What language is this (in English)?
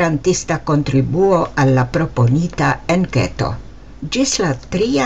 Esperanto